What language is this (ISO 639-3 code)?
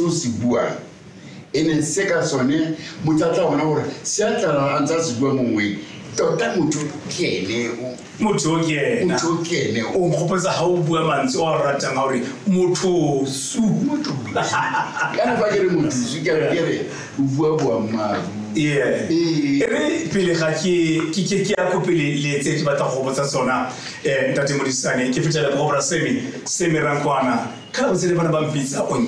tsn